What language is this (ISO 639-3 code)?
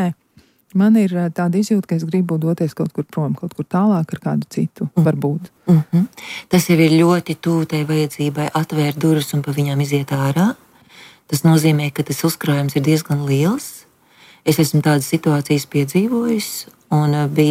lav